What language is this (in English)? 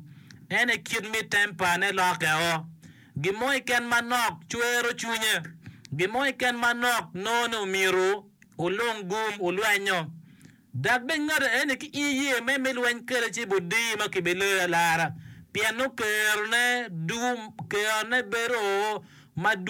Acoli